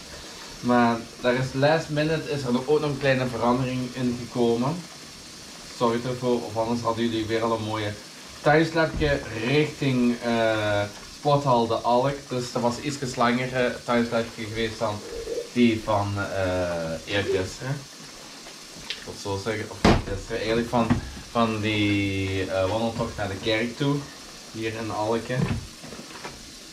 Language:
Dutch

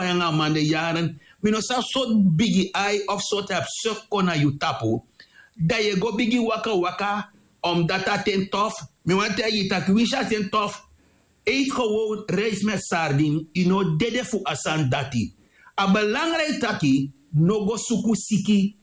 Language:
Sranan Tongo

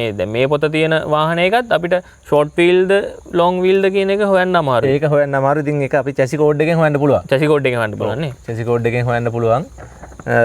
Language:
Sinhala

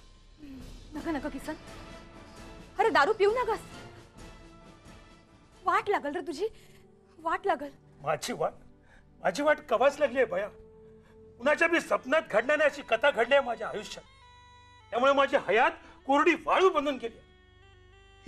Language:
Marathi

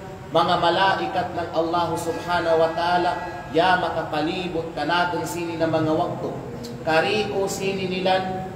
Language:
Kalagan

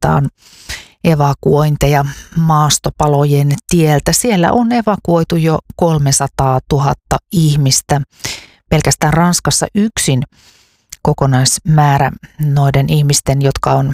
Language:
Finnish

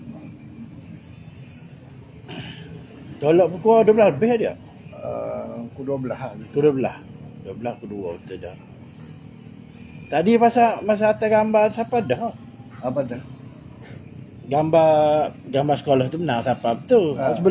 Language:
Malay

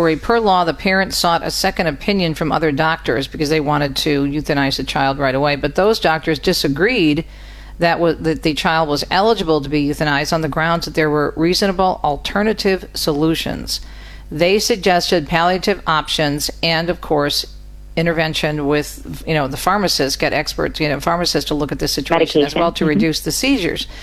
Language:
English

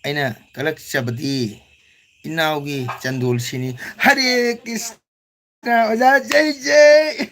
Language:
Manipuri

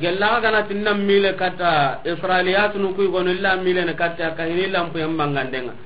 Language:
Soninke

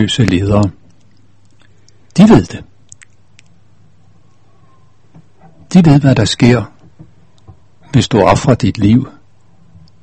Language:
Danish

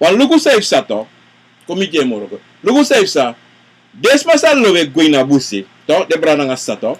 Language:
Sranan Tongo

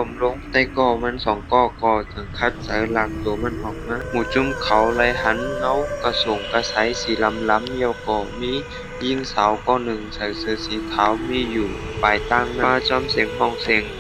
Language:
Shan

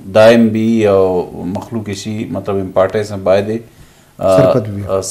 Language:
Eastern Balochi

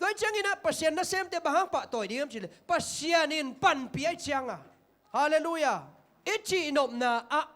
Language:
Tedim Chin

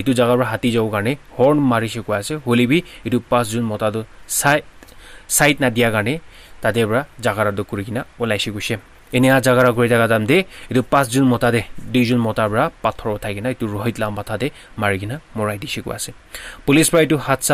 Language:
Naga Pidgin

